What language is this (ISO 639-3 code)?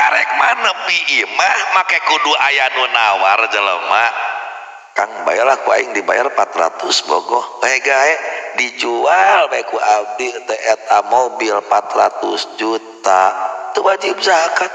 sun